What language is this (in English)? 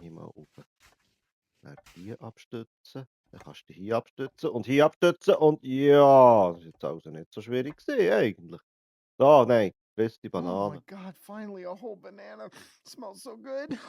Swiss German